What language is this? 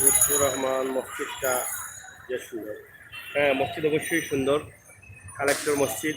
Sylheti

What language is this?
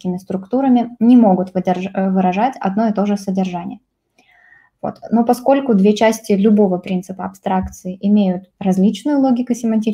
Russian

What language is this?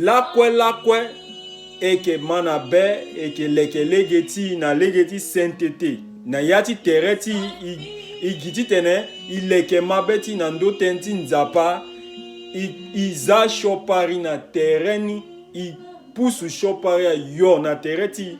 Sango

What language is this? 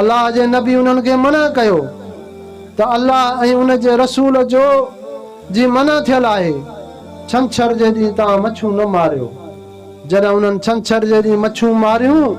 Sindhi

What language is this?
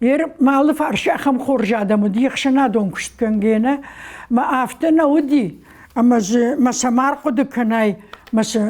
Ossetic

